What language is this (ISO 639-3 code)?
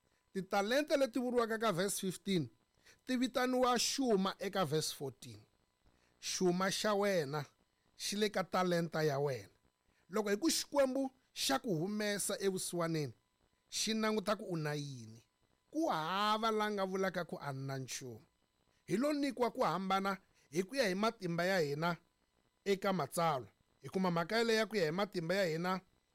tso